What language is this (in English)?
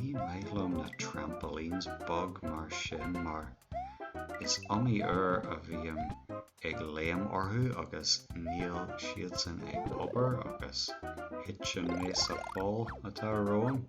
Irish